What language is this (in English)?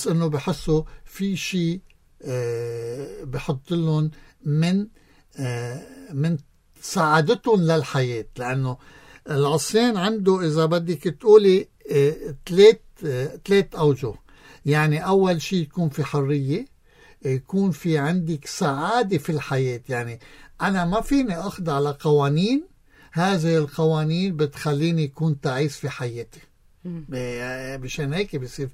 North Levantine Arabic